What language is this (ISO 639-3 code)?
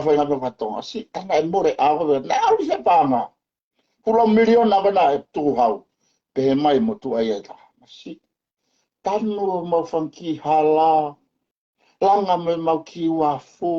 ton